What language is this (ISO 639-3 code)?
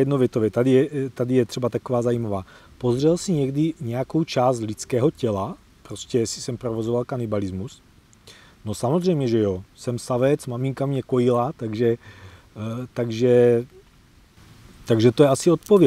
ces